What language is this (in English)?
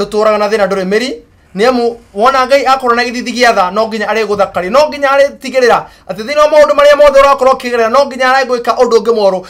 Kikuyu